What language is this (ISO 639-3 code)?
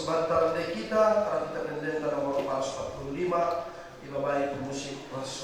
btx